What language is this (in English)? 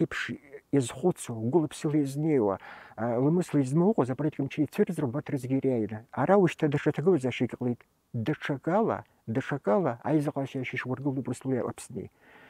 Abkhazian